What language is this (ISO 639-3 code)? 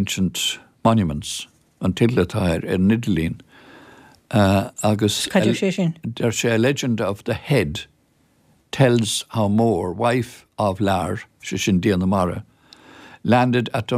gle